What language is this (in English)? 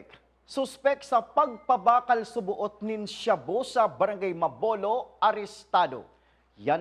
Bikol